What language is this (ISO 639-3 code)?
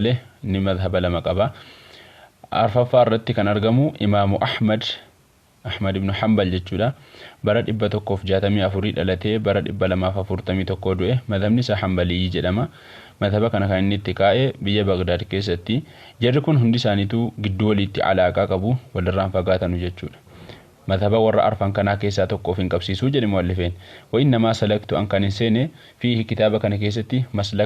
orm